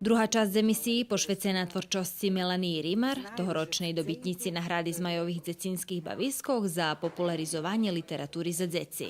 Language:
Rusyn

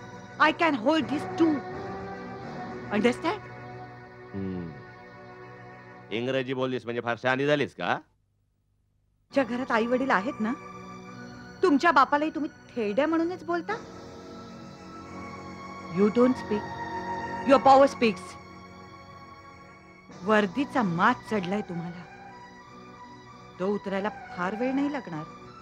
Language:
Marathi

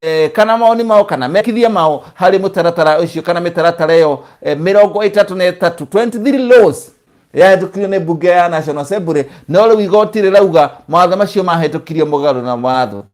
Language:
Kikuyu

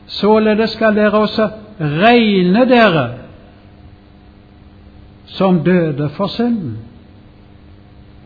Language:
Norwegian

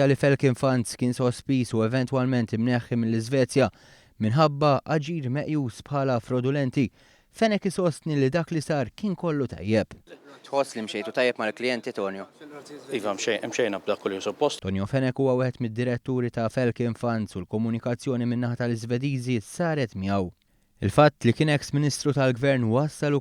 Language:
Maltese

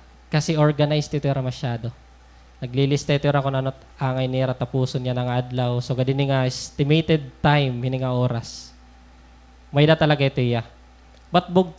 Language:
Waray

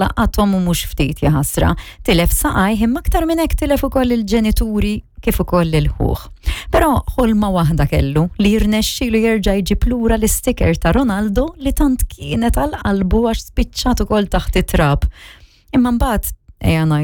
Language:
Maltese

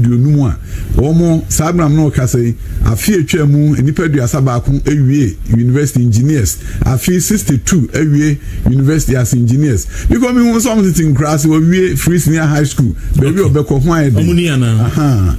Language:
Akan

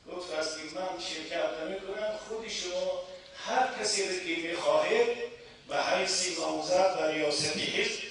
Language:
Tajik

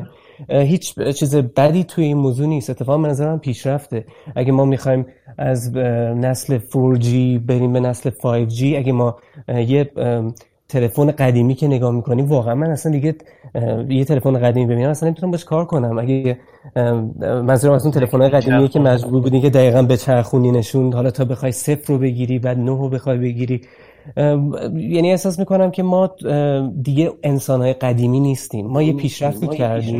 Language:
Persian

